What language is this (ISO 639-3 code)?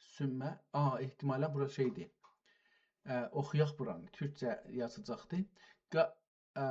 azb